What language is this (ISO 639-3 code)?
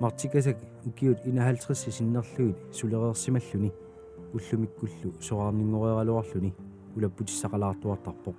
kal